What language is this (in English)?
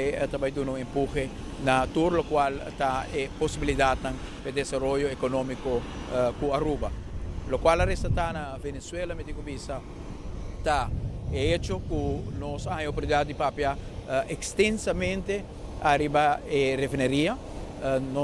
Papiamento